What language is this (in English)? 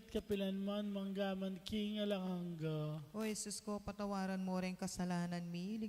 Pampanga